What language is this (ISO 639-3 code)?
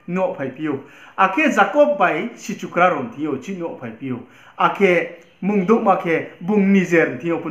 ria